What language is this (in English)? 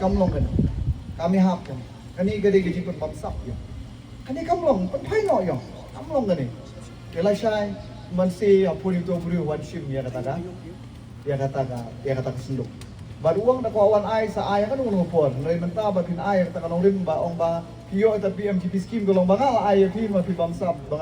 Khasi